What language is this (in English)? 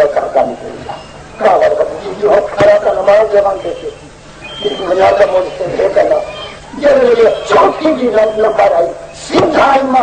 Saraiki